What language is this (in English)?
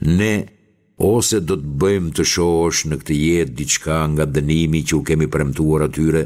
Albanian